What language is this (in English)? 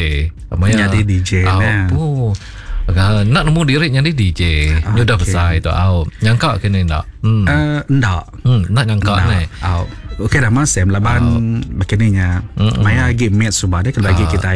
Iban